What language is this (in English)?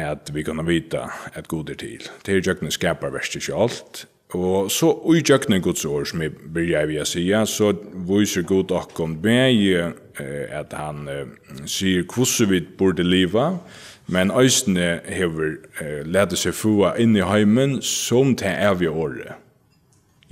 Faroese